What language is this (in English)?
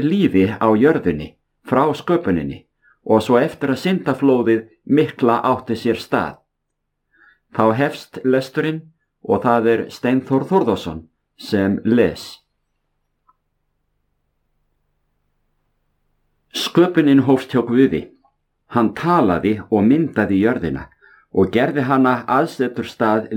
Icelandic